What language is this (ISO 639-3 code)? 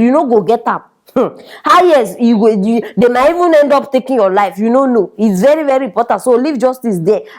pcm